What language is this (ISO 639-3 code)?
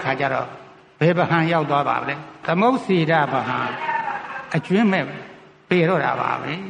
mya